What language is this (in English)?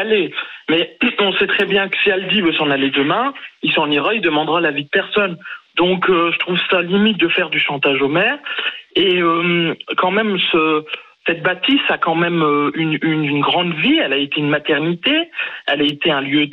French